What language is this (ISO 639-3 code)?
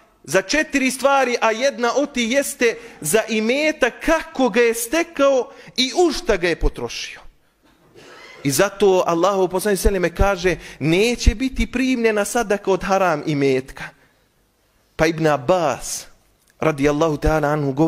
bos